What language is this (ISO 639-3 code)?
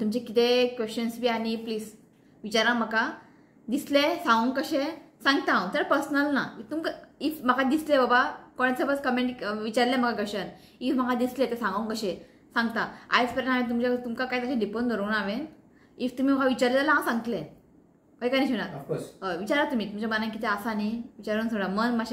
kok